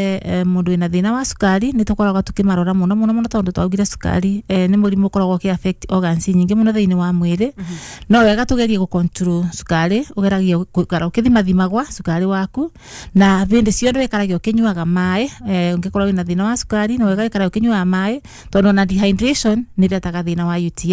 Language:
Kikuyu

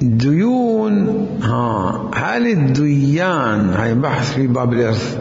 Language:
Mesopotamian Arabic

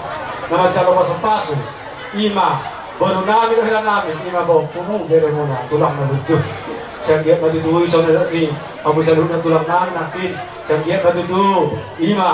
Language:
Batak Toba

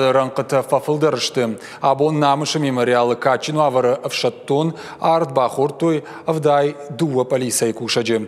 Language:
Ossetic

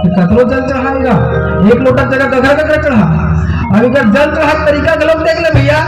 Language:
Chhattisgarhi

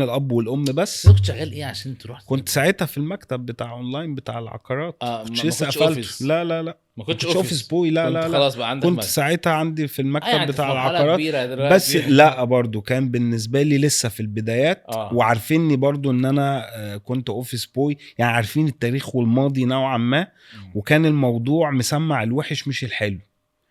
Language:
Egyptian Arabic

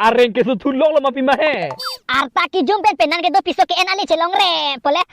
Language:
Karbi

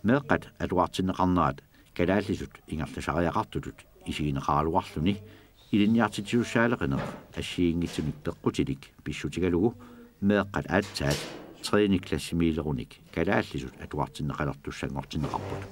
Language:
Kalaallisut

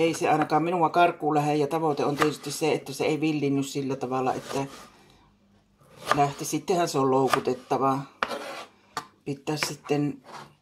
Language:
Finnish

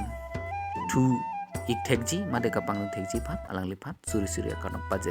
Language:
Karbi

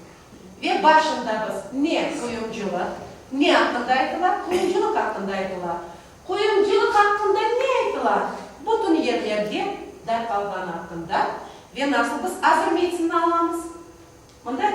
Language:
Crimean Tatar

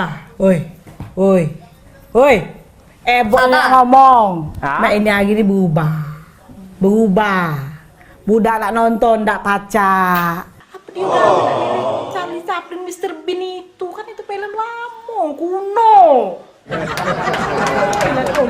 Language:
Musi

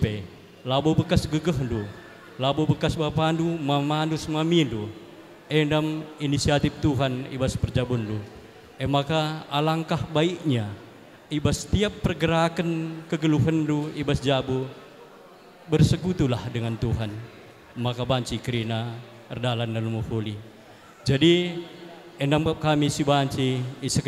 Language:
Batak Karo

